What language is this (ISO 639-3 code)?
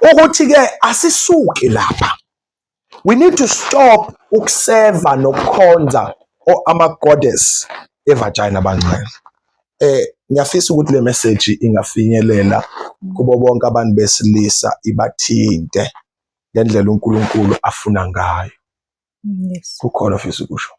zul